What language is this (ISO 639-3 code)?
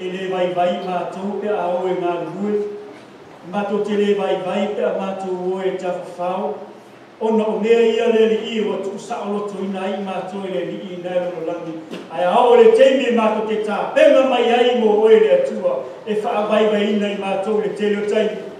smo